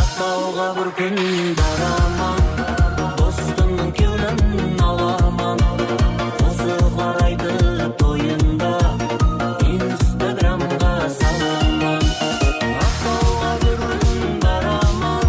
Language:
Kara-Kalpak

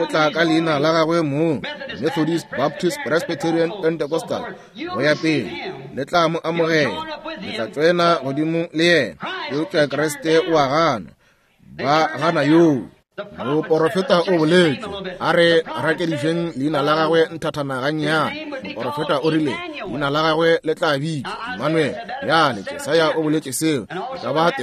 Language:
Northern Sotho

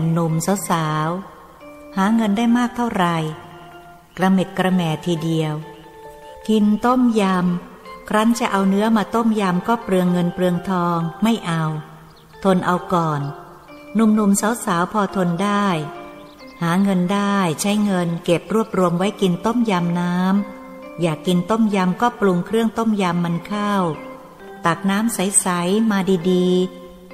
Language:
Thai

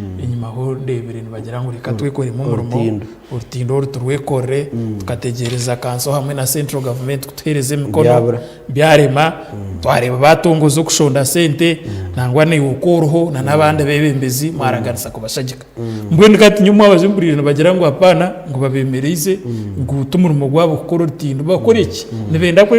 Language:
Nyankole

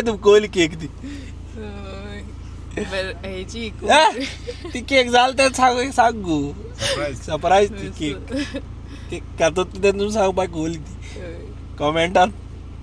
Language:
Konkani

